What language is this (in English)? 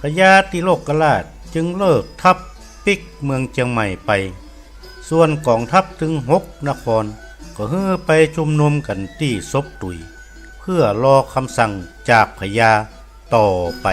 Northern Thai